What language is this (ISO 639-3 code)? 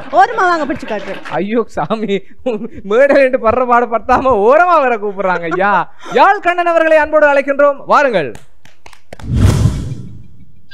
tam